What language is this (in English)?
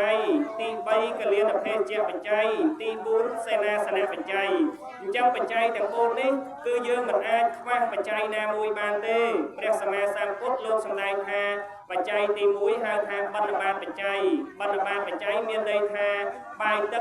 Khmer